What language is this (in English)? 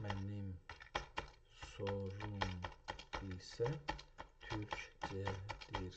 South Azerbaijani